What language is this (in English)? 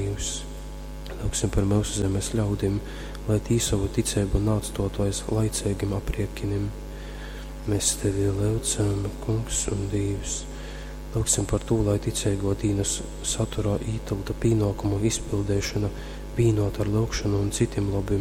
Latgalian